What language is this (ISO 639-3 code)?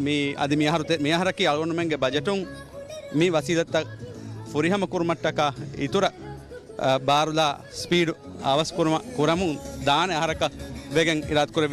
div